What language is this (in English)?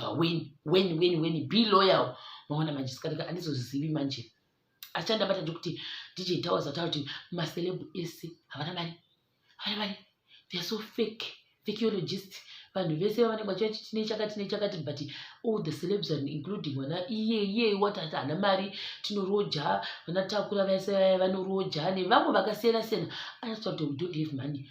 Shona